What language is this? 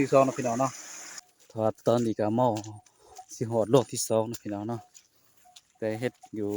Northeastern Thai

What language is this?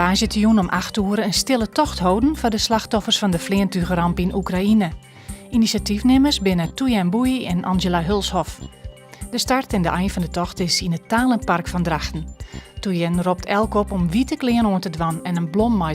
Western Frisian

